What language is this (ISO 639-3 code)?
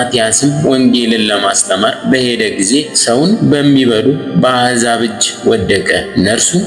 amh